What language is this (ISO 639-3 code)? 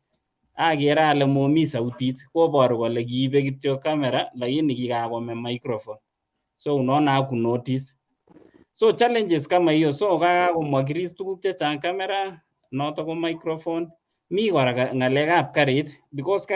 kln